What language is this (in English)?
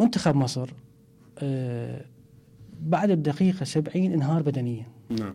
Mesopotamian Arabic